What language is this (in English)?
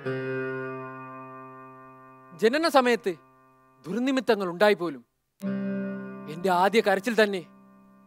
Malayalam